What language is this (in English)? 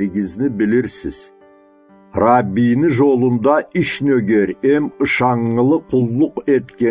Karachay-Balkar